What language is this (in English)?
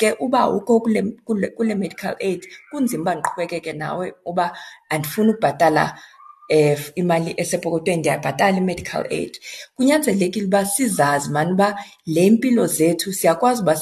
Xhosa